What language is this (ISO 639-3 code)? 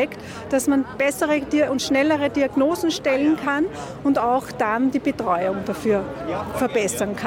deu